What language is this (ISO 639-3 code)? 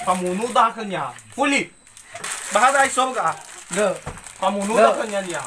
nia